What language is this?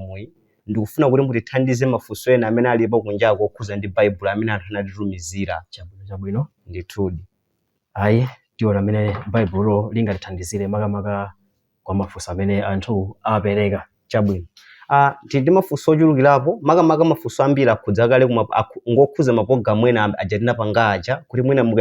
Nyanja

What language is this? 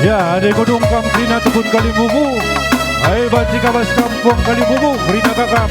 Batak Karo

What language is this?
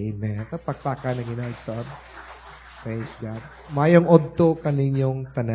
Cebuano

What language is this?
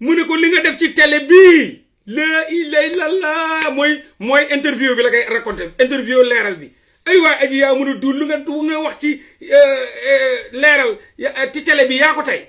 Wolof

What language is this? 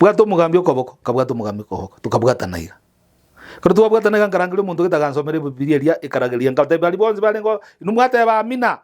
Gusii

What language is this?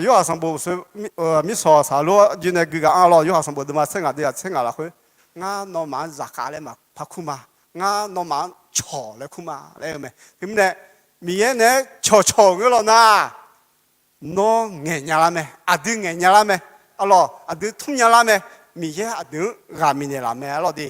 Akha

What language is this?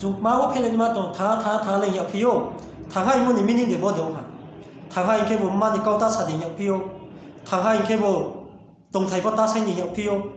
Riang (India)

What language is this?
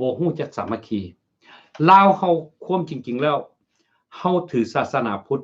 Lao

